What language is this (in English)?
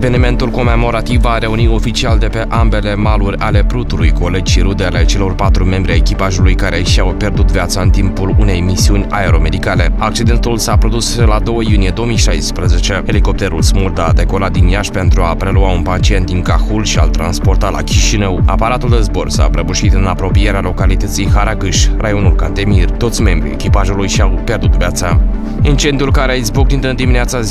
Romanian